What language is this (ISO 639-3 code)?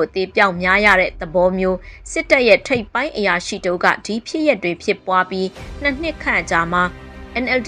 mya